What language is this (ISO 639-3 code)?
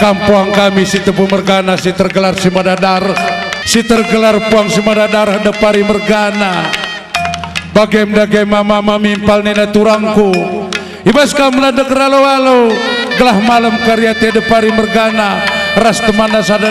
btx